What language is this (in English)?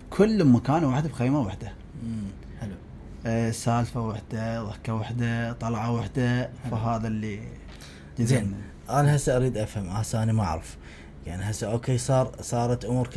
Mesopotamian Arabic